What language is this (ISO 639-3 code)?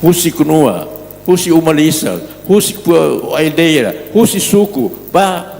tet